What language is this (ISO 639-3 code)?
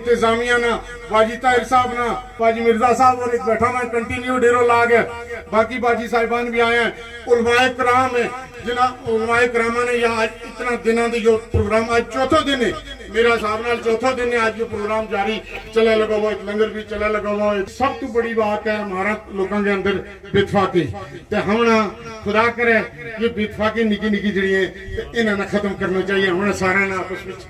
gju